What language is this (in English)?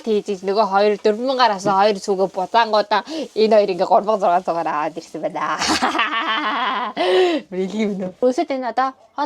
Mongolian